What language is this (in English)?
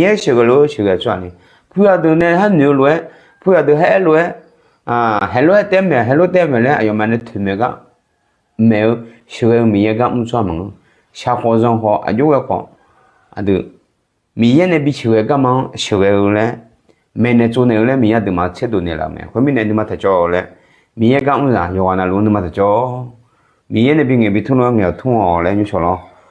Akha